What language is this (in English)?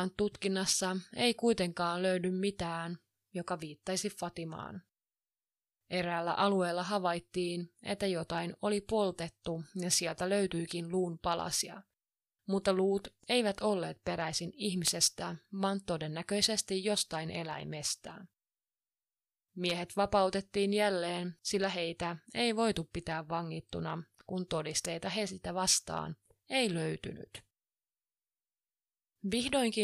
Finnish